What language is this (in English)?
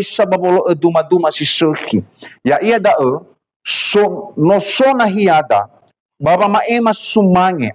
Nias